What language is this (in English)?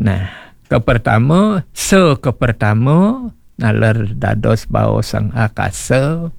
Balinese